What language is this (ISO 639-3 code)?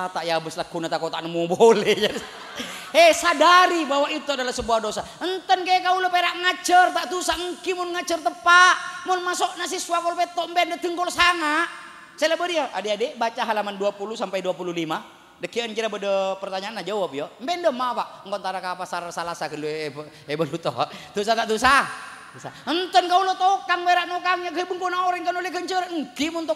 mad